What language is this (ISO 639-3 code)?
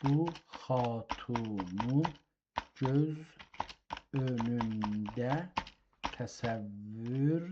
azb